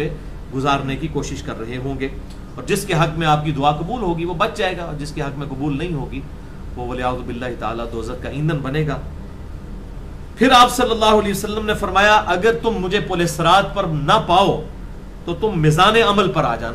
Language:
Urdu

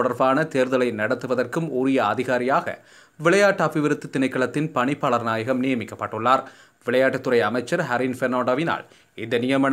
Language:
Tamil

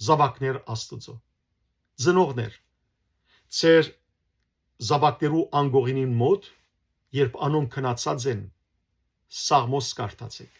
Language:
Western Armenian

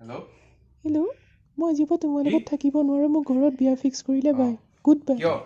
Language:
Assamese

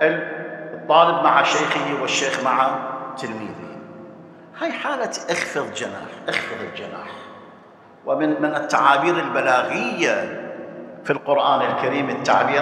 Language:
Arabic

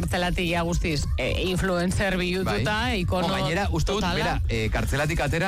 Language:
Basque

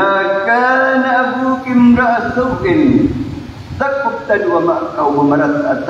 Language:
Maranao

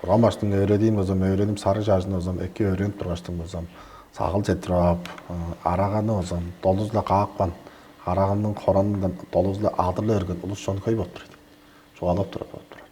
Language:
Tuvinian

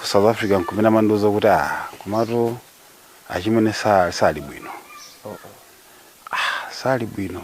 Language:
Nyanja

